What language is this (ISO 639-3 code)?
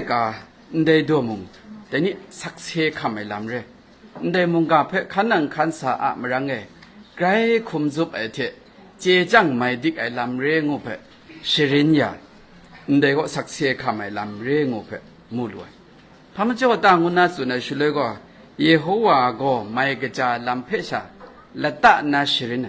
kac